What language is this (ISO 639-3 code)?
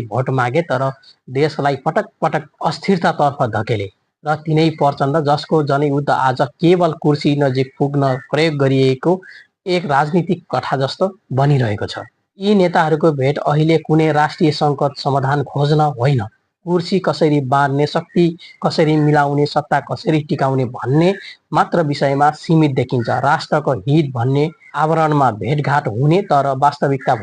nep